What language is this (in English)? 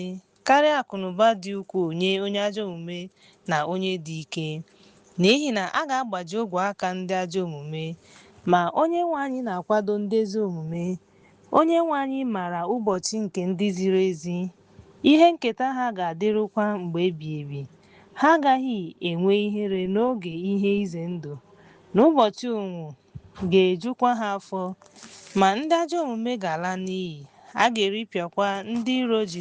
Igbo